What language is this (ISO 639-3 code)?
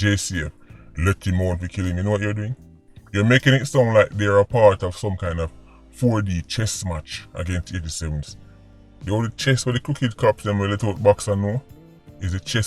jam